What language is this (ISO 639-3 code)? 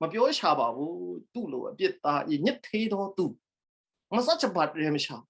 kac